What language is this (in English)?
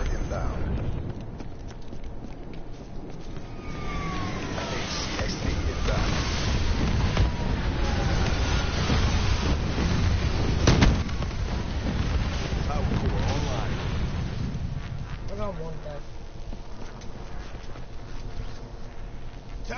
English